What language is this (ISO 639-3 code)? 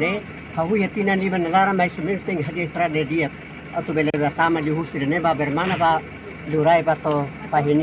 tet